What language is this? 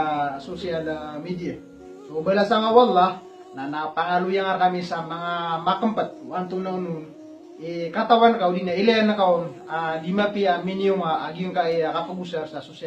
Maranao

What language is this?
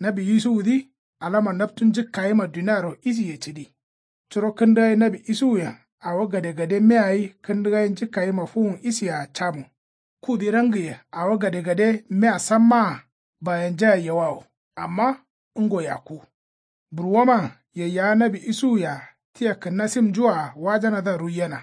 Kanuri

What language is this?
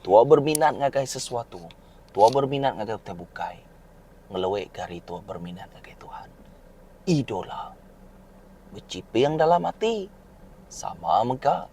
Iban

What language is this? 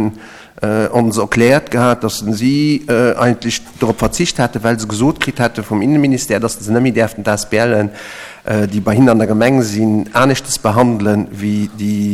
Luxembourgish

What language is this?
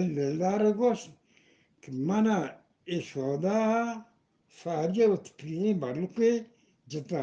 Eastern Balochi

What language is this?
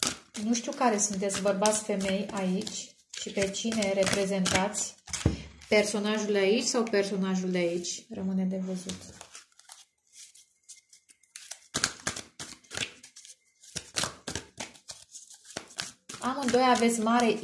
Romanian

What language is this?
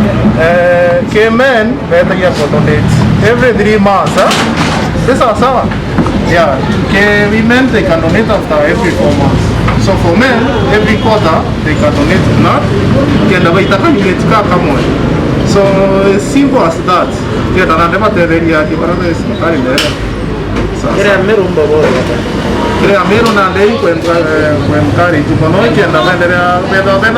Meru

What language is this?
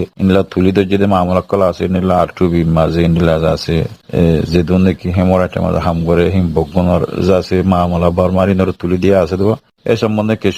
Rohingya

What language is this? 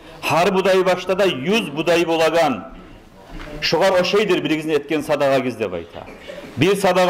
Kumyk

